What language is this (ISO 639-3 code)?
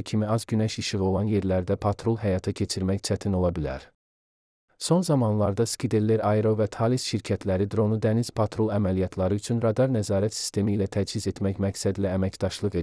aze